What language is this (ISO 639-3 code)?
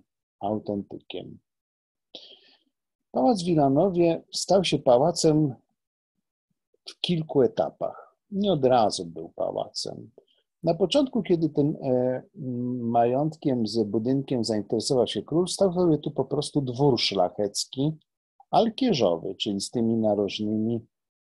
pol